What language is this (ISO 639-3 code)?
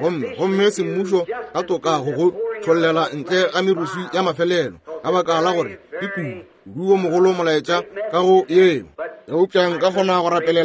nso